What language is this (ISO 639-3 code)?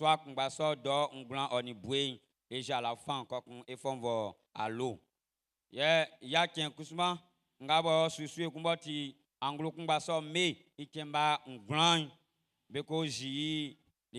bci